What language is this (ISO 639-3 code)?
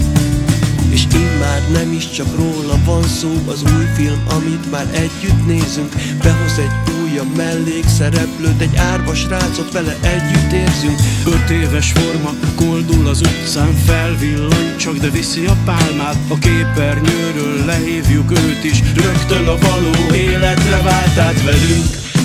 hun